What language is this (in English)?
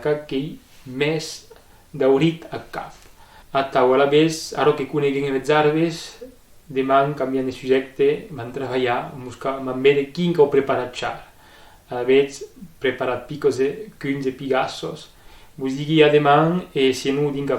Occitan